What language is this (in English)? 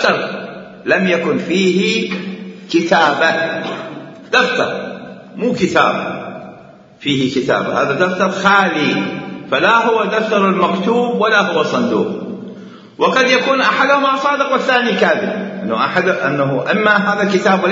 Mesopotamian Arabic